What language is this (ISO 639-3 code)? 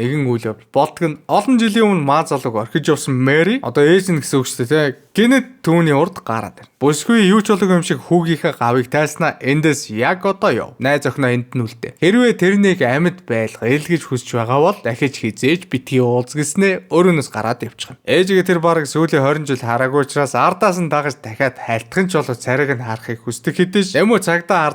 mon